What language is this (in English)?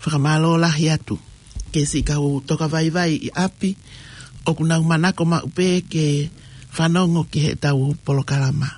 Tongan